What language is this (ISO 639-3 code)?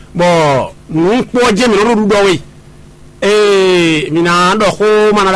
fon